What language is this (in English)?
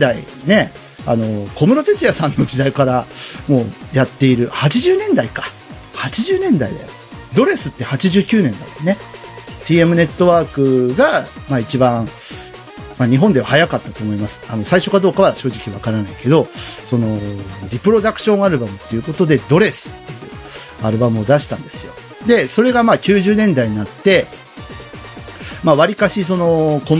Japanese